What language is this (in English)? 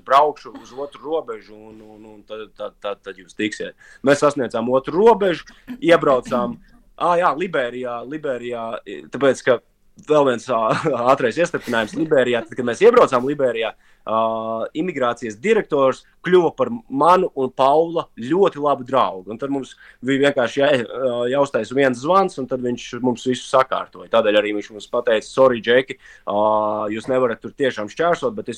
Latvian